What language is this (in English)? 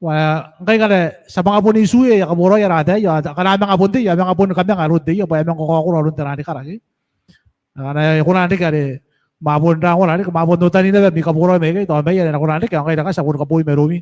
Gilbertese